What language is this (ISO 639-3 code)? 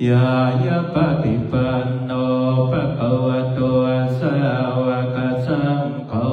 pli